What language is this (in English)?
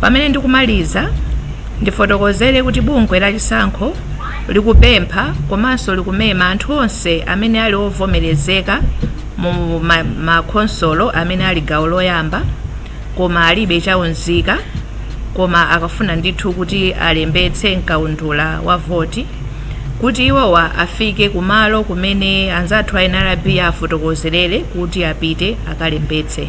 Nyanja